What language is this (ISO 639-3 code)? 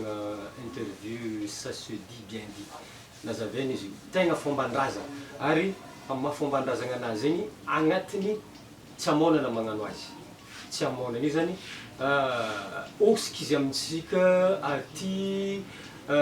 mlg